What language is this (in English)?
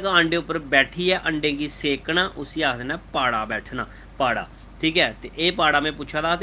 Dogri